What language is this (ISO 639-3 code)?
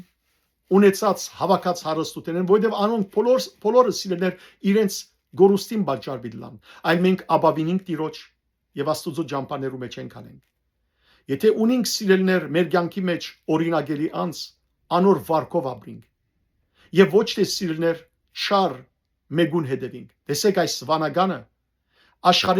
hyw